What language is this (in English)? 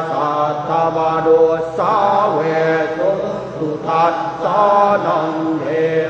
Pali